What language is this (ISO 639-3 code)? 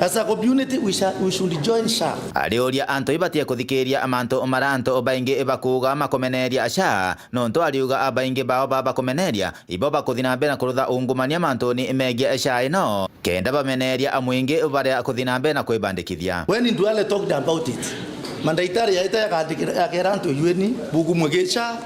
mer